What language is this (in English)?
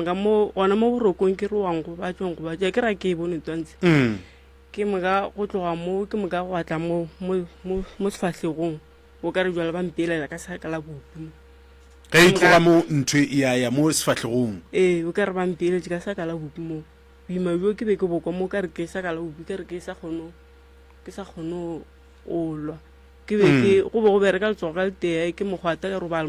Northern Sotho